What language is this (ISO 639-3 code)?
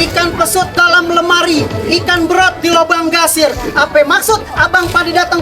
bew